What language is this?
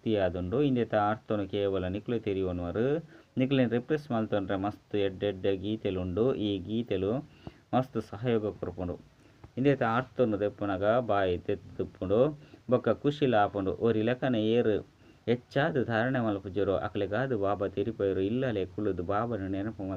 Tulu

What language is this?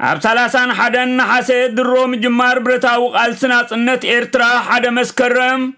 Tigrinya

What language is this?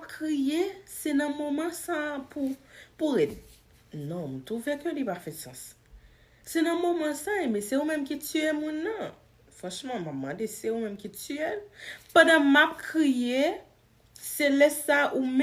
Haitian Creole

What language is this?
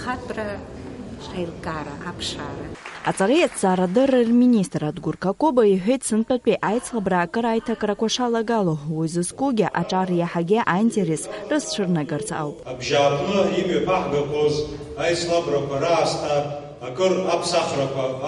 Abkhazian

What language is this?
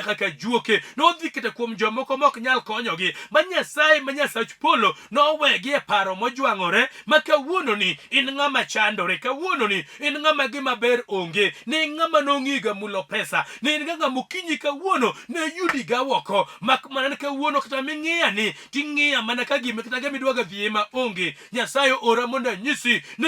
Luo (Kenya and Tanzania)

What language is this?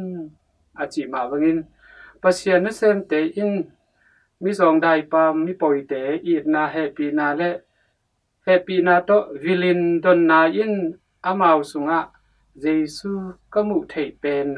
Tedim Chin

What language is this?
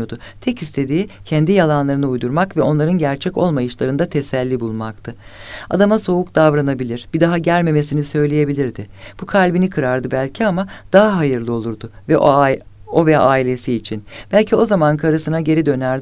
Turkish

